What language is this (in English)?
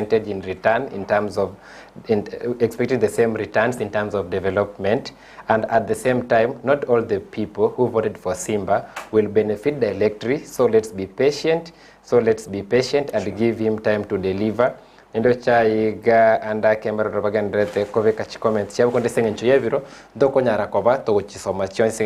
Gusii